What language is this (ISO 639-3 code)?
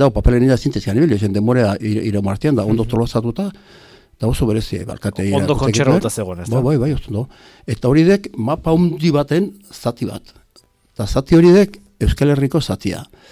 eus